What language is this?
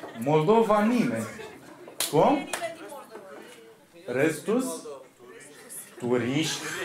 Romanian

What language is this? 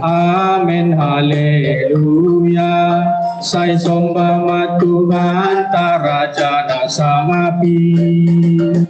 Batak Simalungun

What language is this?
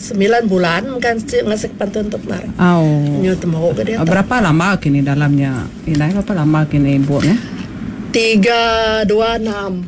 Iban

